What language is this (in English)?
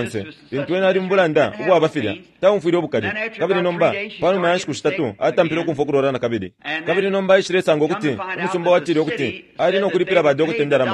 Bemba